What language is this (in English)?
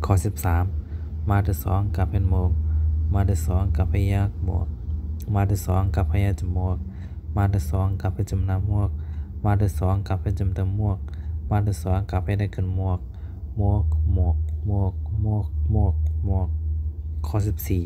Shan